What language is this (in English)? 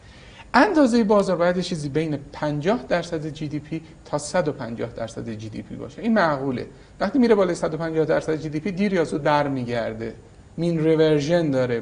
Persian